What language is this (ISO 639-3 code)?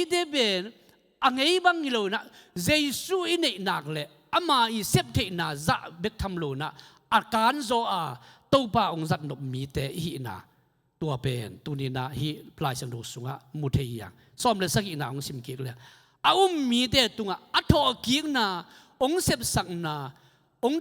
ctd